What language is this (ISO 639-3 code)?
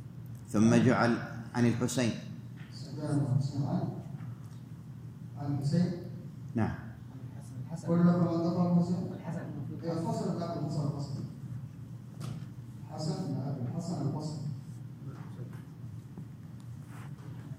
ara